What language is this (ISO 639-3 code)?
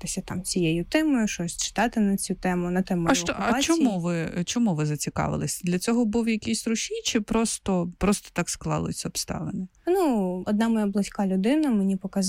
ukr